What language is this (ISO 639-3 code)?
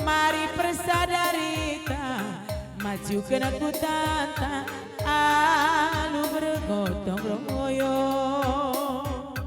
btx